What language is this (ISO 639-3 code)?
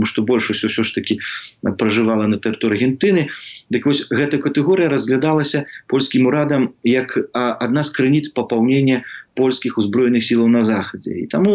bel